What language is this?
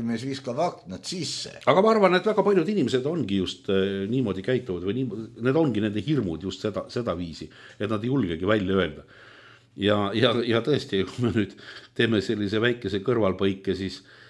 Estonian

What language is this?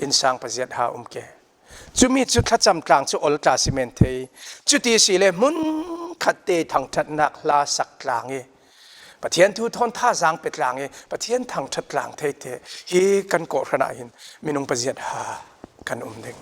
Falam Chin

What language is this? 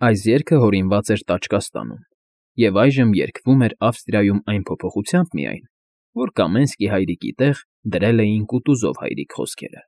Armenian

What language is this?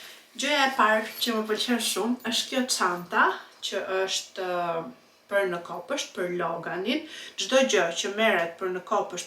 Albanian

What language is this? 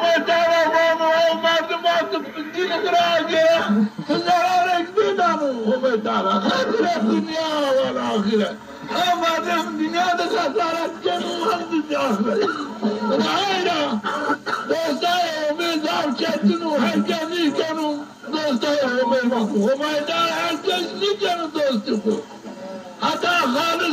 Zaza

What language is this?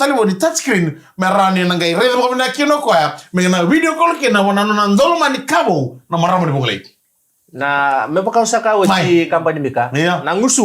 Fijian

